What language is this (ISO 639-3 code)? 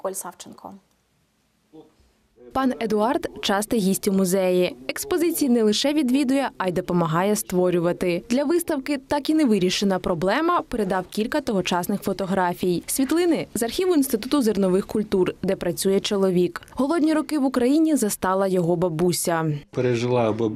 ukr